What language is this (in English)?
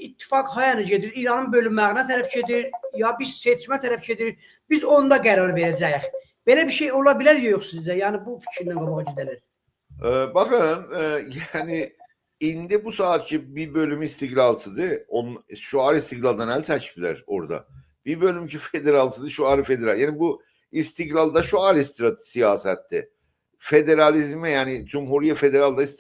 South Azerbaijani